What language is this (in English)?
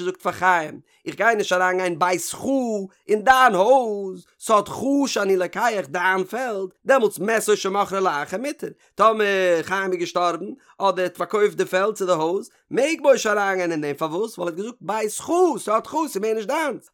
Yiddish